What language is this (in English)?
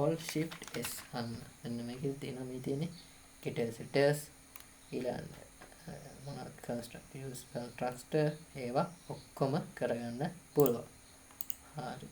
Sinhala